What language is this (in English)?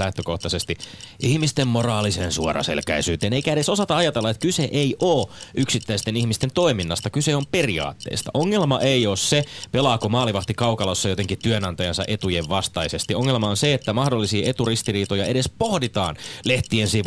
Finnish